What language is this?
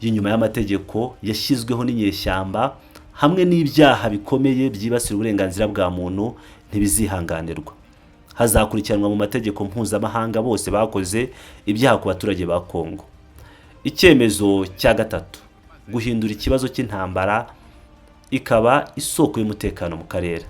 Kinyarwanda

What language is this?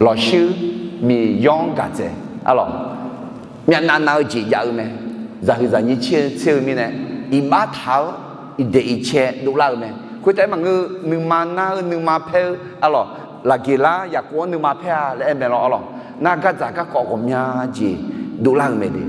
Akha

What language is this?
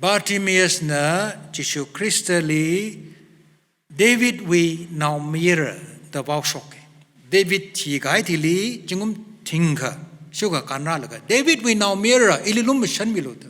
Tangkhul Naga (India)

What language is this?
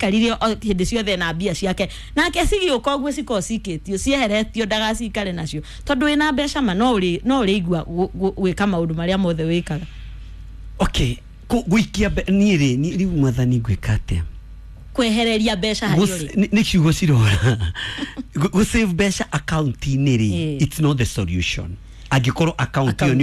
Kikuyu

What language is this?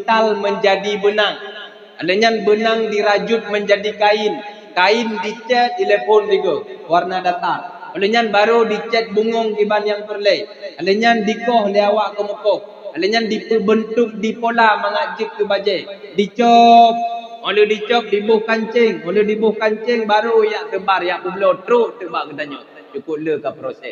Achinese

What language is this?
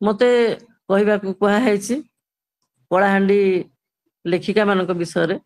Odia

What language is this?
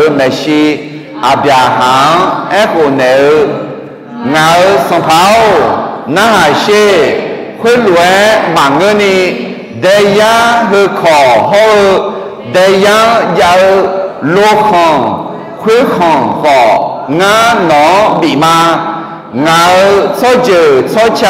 Akha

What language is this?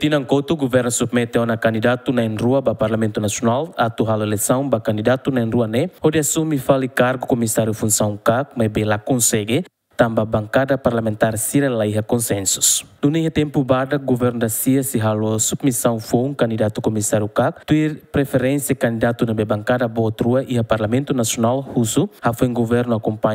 Tetum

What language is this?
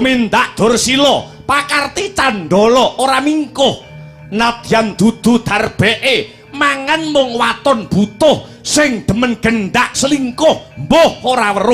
Javanese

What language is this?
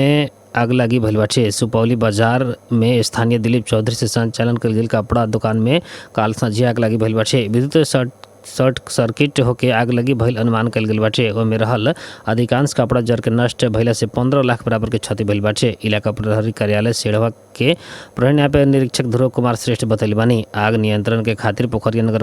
Bhojpuri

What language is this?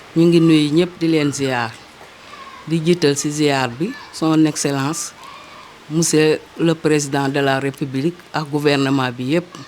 Wolof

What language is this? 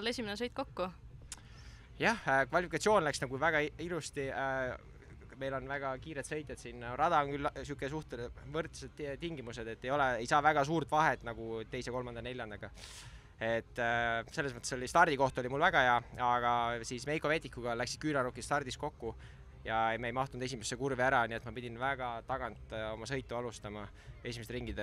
Estonian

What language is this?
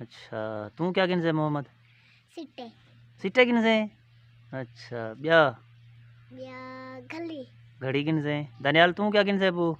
Saraiki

